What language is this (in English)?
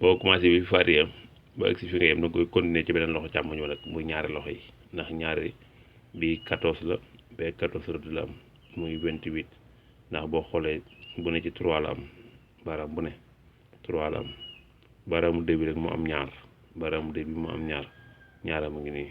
Wolof